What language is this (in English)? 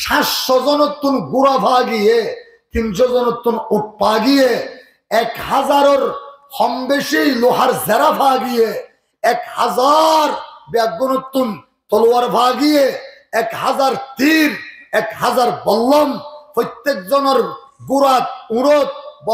Rohingya